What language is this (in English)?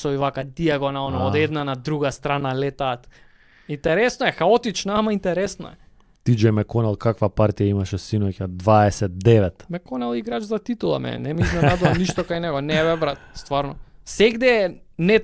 Macedonian